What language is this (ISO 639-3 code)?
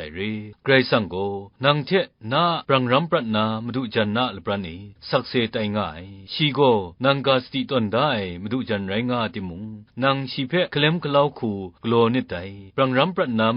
kac